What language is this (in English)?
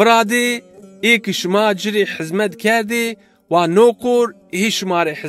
Zaza